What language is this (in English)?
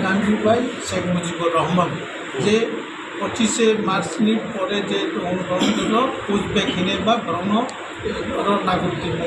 Riang (India)